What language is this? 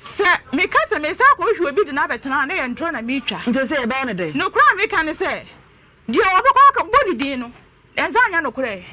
Akan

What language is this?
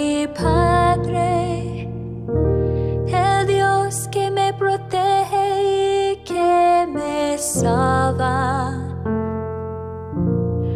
Spanish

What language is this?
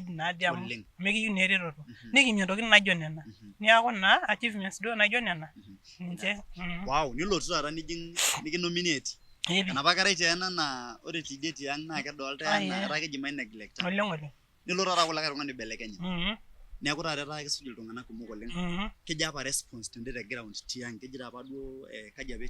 Masai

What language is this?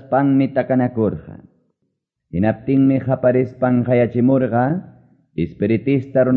Quechua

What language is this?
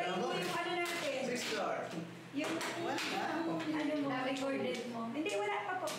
Filipino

